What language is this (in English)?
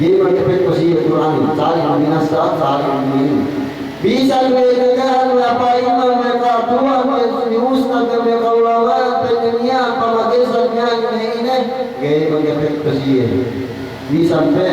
Yakan